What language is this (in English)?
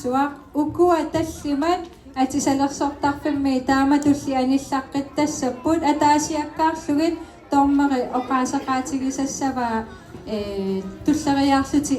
Kalaallisut